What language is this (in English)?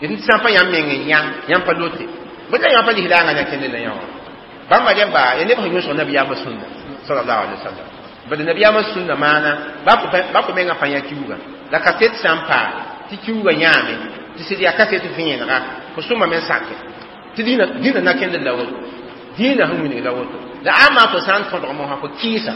Mossi